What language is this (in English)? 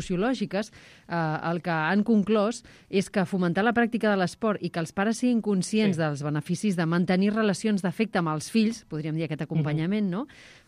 Catalan